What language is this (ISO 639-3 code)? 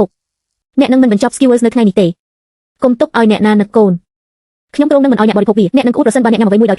khm